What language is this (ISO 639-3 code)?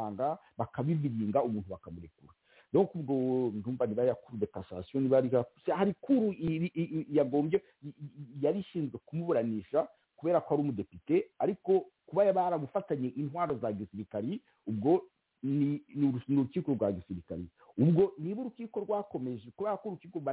kin